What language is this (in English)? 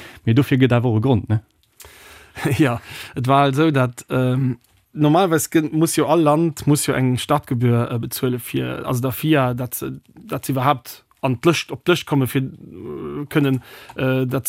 Luxembourgish